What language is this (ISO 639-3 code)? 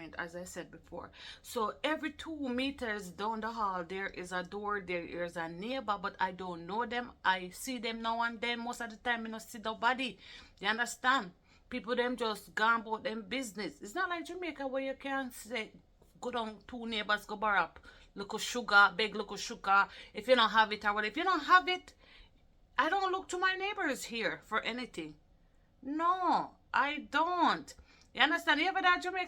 jam